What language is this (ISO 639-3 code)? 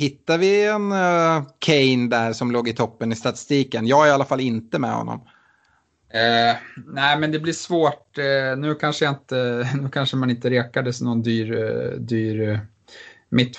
swe